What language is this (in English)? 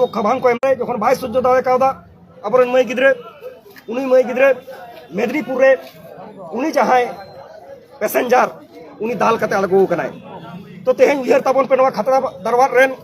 Santali